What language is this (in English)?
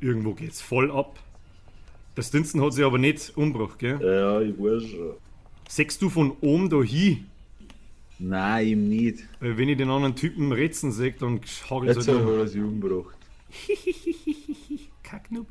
Bavarian